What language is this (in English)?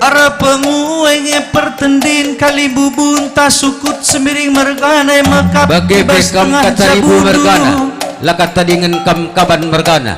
Batak Karo